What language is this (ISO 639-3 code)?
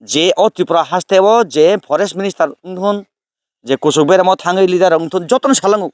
trp